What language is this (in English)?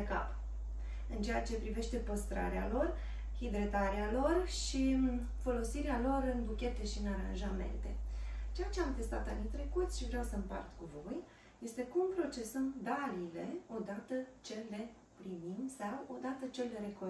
Romanian